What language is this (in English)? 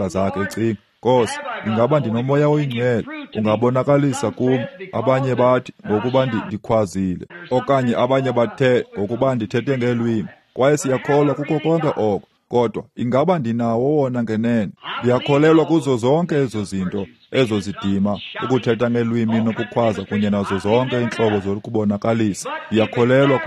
Xhosa